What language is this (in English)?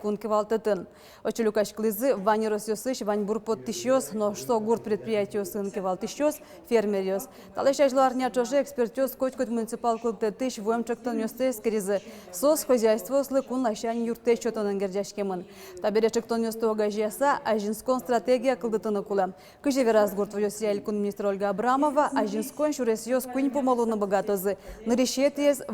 Udmurt